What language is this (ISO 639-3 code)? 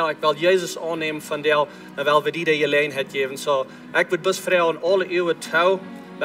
pdt